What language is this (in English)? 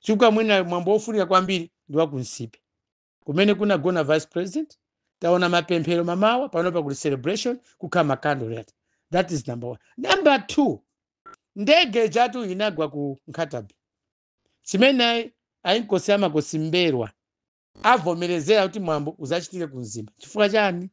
Nyanja